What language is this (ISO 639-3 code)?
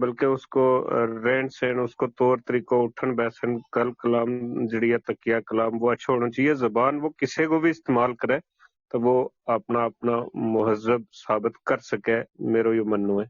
gju